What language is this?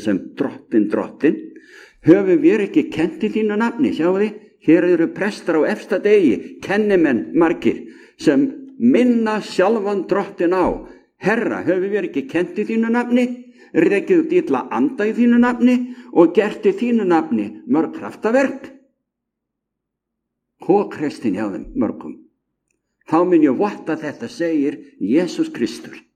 Icelandic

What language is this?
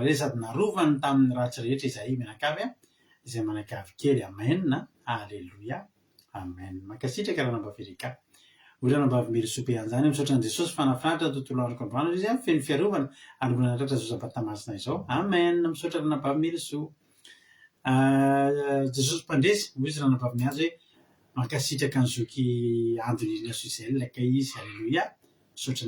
Malagasy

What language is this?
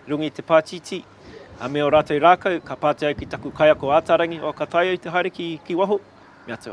Māori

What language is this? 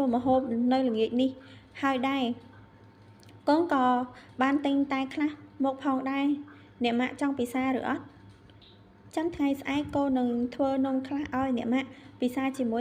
Khmer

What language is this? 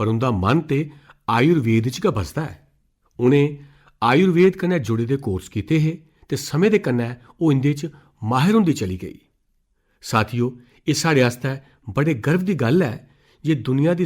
Dogri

